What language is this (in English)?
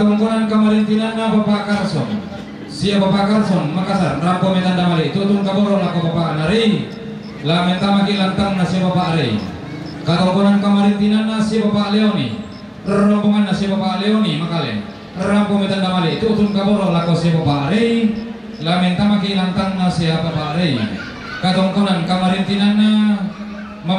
Toraja-Sa'dan